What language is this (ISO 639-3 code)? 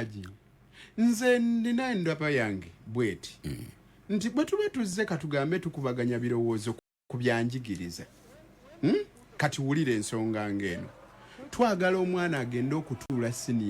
lug